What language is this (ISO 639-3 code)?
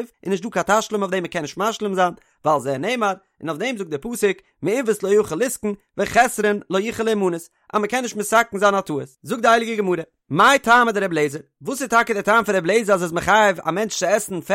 yid